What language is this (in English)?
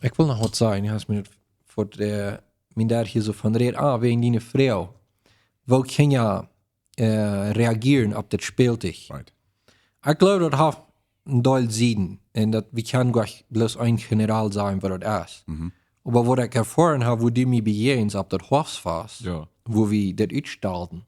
Plautdietsch